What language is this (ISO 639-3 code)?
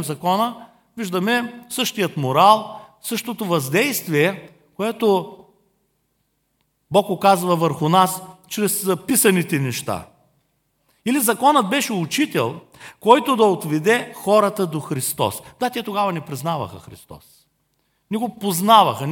bul